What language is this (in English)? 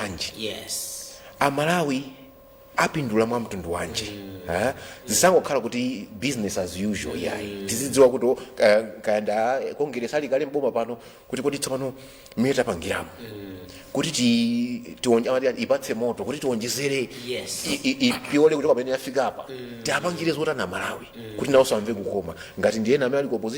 Nyanja